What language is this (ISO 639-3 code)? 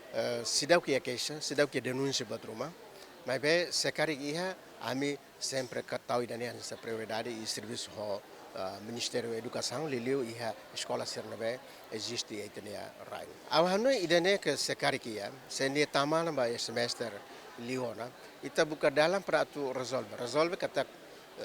tet